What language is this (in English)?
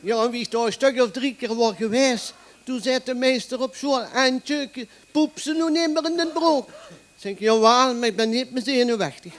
Limburgish